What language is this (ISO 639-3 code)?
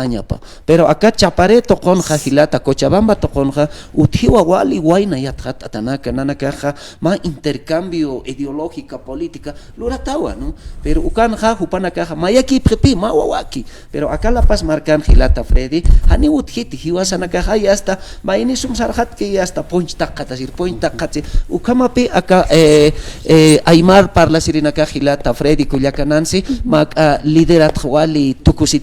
aym